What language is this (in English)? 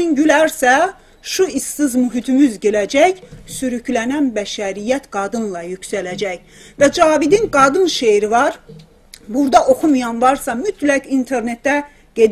South Azerbaijani